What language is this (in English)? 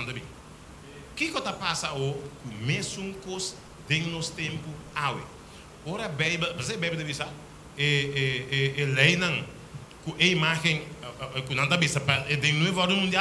Papiamento